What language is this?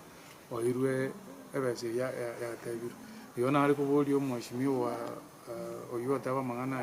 Gusii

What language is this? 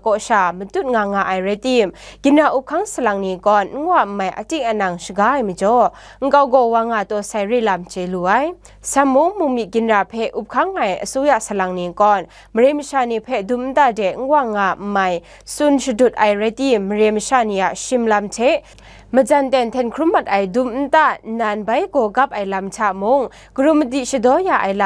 Kachin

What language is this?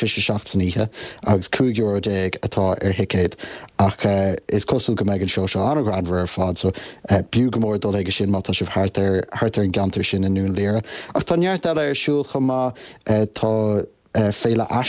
Irish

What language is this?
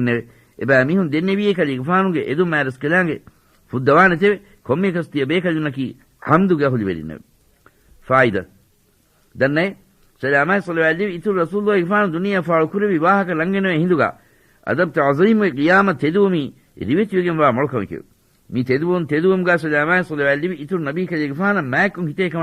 Divehi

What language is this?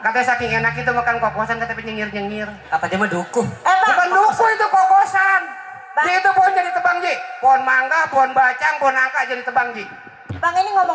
Betawi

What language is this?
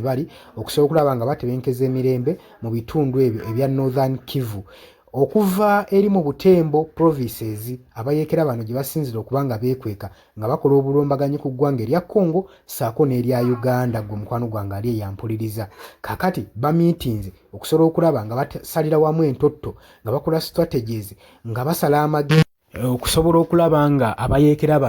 Ganda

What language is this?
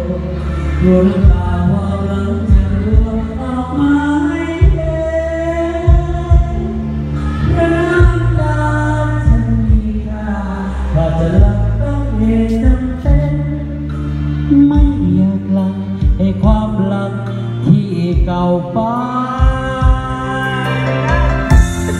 Thai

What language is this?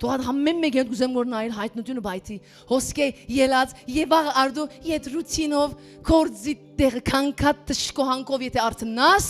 Western Armenian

